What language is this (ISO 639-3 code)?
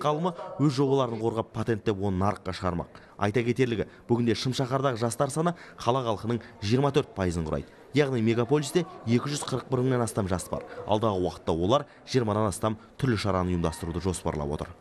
kaz